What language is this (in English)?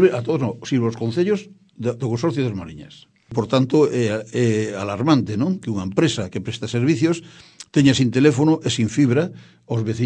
Galician